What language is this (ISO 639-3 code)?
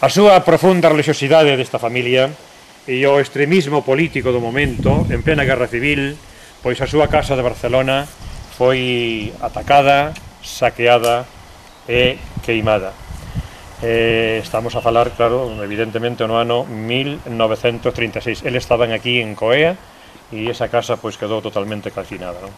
glg